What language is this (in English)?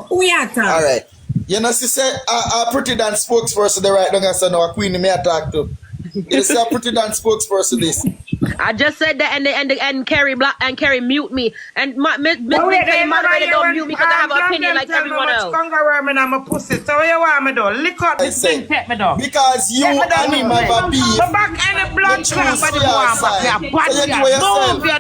Jamaican Creole English